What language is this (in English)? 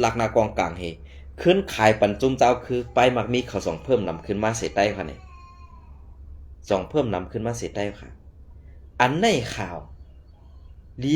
Shan